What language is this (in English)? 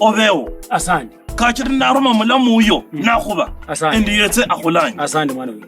Kabras